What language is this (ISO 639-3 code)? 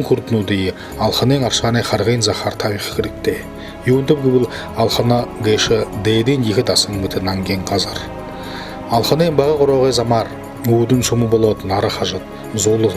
bua